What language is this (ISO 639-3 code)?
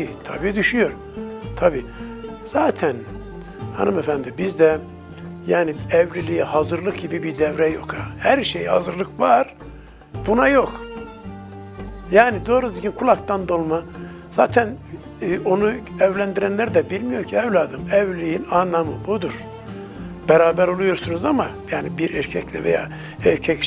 tur